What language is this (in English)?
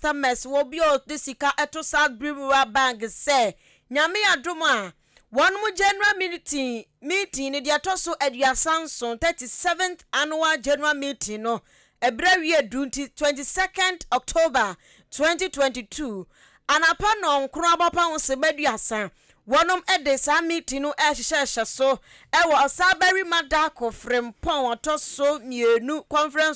Akan